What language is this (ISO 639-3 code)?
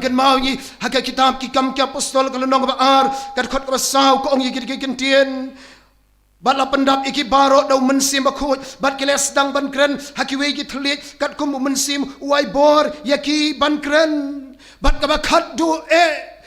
kha